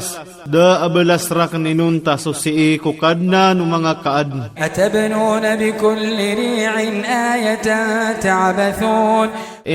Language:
Iranun (Philippines)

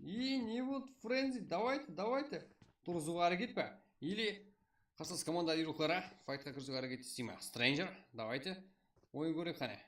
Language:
Kara-Kalpak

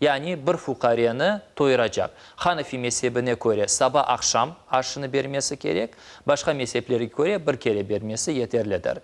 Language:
Crimean Tatar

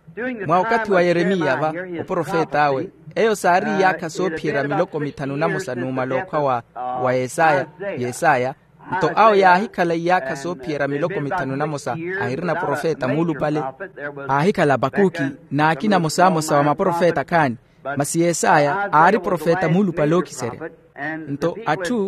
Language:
Makhuwa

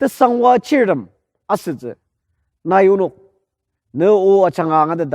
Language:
Ao Naga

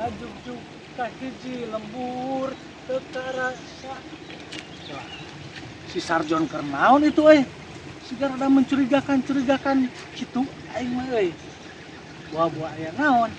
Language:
Sundanese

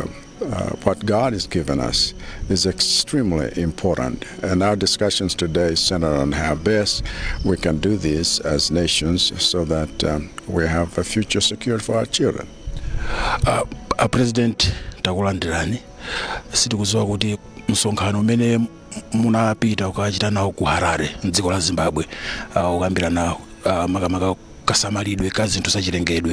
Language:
Nyanja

